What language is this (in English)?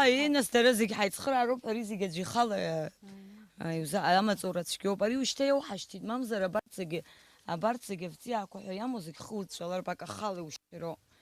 Abkhazian